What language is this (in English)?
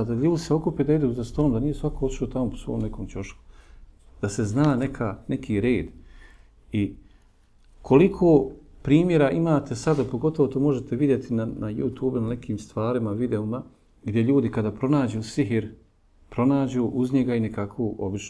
Bosnian